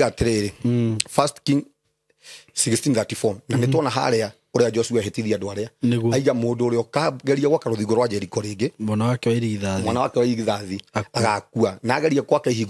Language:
Kikuyu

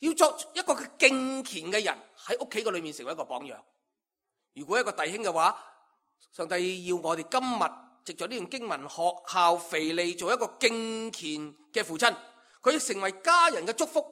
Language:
Cantonese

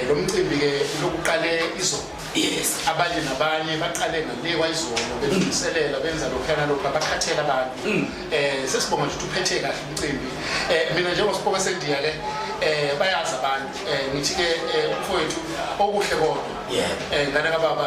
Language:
Zulu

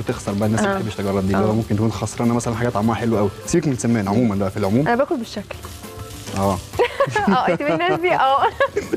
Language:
Egyptian Arabic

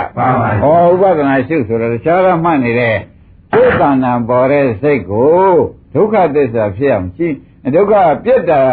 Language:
Burmese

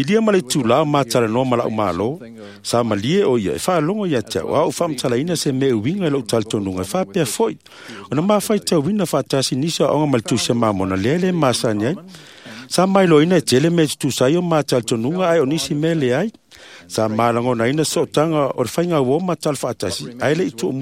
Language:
Samoan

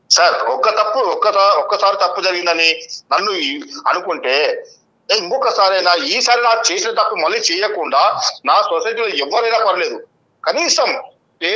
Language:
Telugu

